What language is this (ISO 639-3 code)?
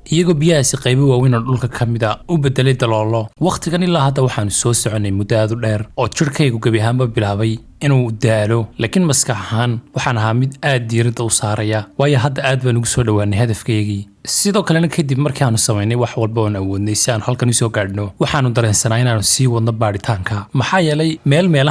som